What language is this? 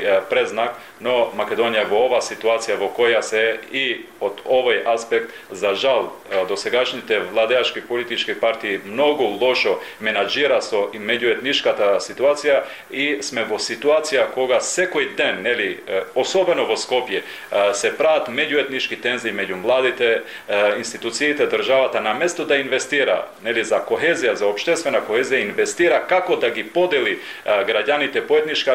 Macedonian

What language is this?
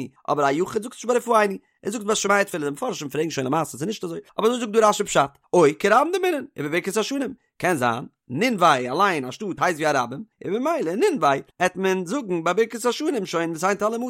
Yiddish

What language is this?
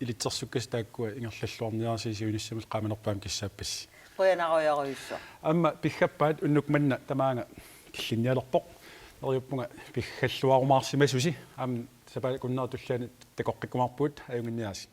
Kalaallisut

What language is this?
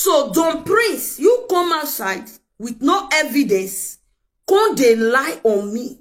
Nigerian Pidgin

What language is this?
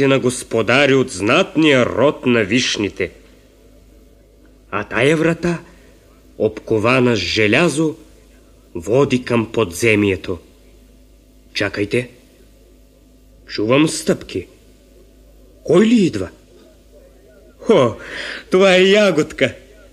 Bulgarian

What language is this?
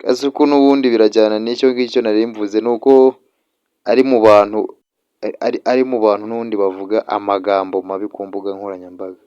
Kinyarwanda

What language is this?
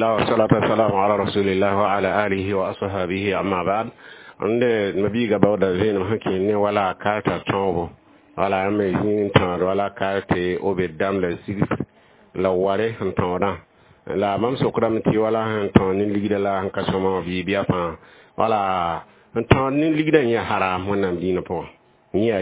Mossi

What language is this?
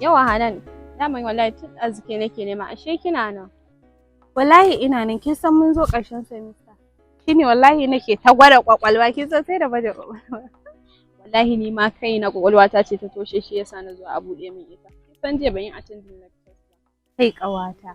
Hausa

